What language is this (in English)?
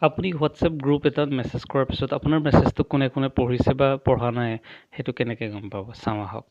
Assamese